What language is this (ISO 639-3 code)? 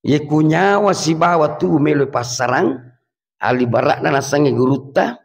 bug